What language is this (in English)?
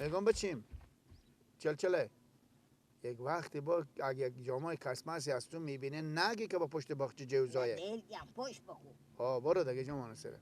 Persian